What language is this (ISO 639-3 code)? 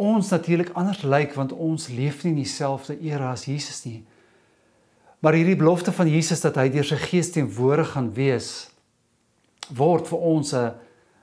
afr